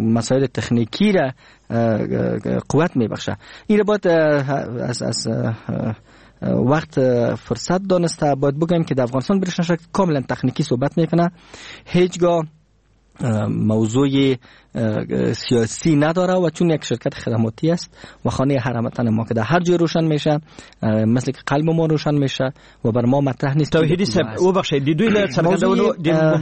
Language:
Persian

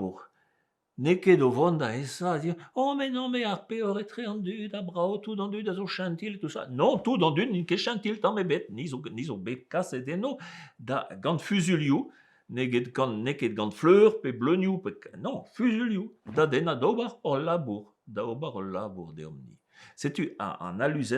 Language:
Breton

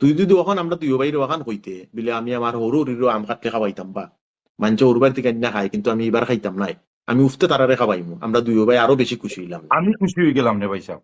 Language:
Sylheti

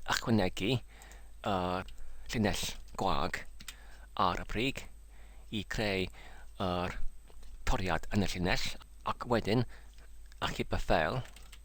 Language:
Welsh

